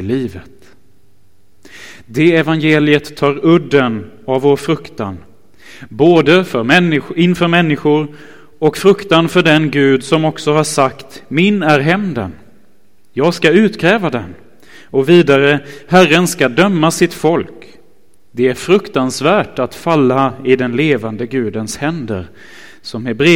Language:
Swedish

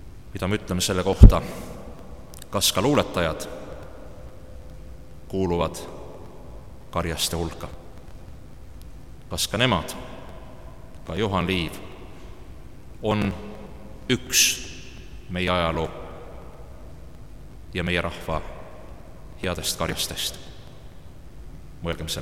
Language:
Estonian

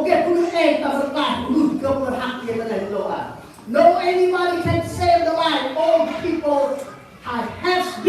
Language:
Central Mnong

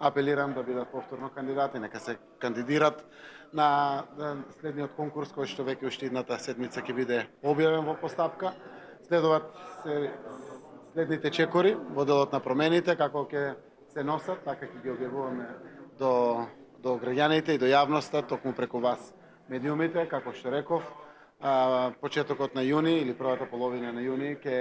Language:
Macedonian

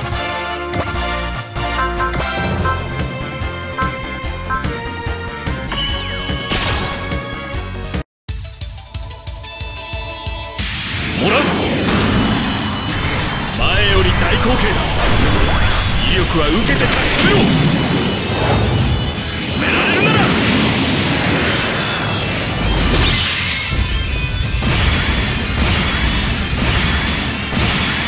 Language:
Japanese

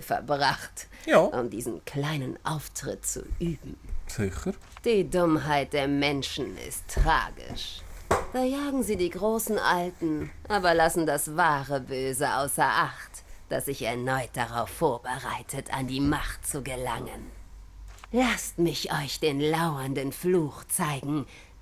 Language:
Swiss German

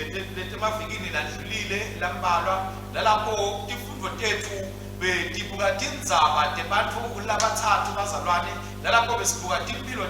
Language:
Swati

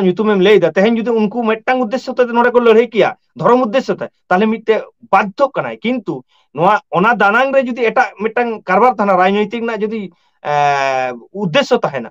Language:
Santali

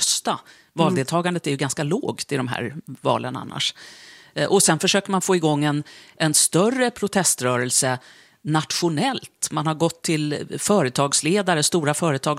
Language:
Swedish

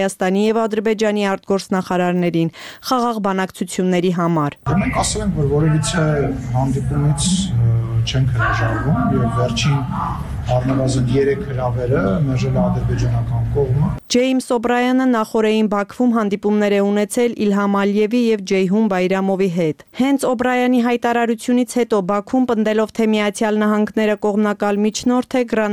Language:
Armenian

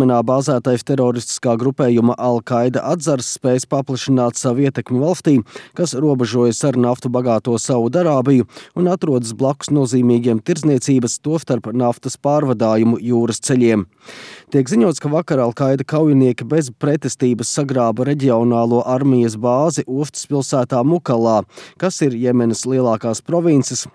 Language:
Latvian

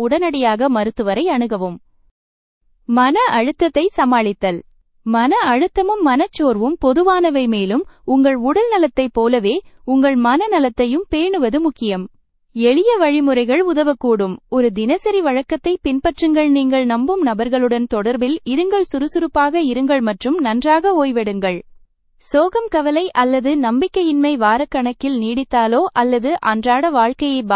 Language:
Tamil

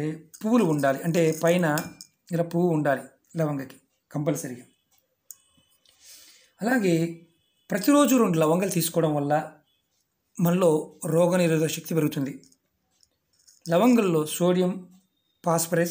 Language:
Telugu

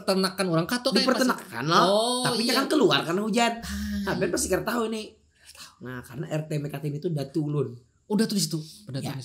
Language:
Banjar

